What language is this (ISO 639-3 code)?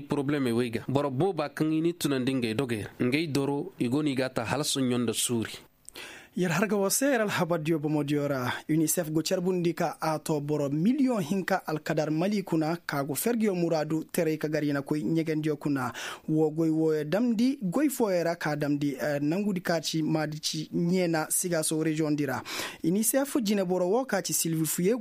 ses